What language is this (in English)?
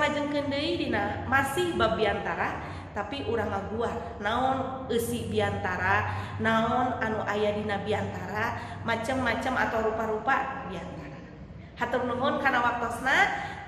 Sundanese